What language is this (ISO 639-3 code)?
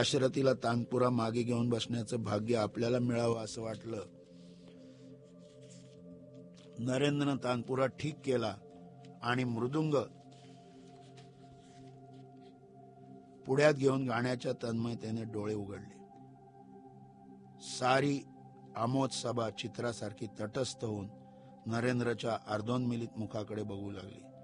mar